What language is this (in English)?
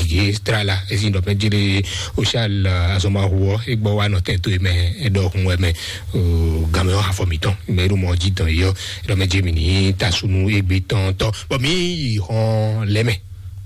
Fon